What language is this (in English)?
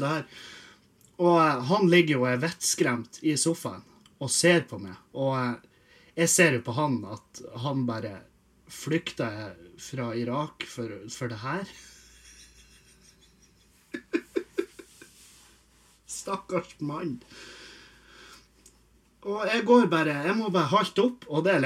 Norwegian